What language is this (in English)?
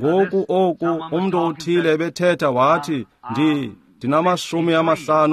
Xhosa